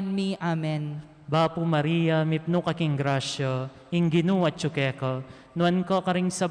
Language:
Pampanga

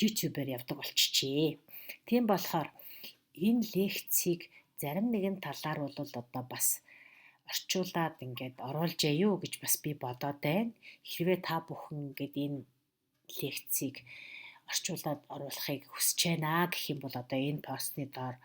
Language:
Mongolian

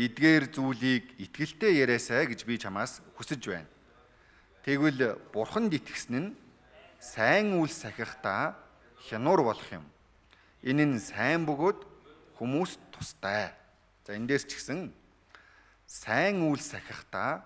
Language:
Mongolian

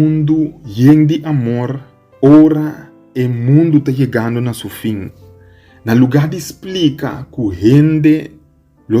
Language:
Papiamento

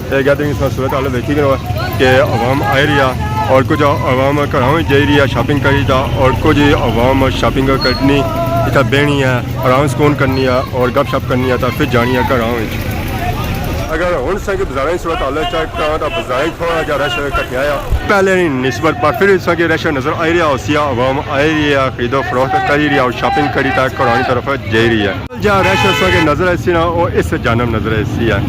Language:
Pahari-Potwari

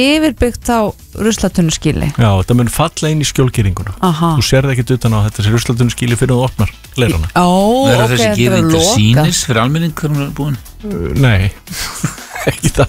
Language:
Icelandic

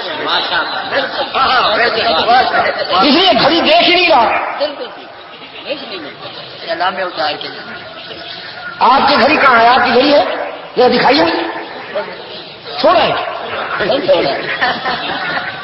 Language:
Urdu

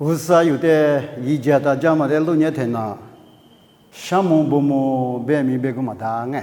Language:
Lisu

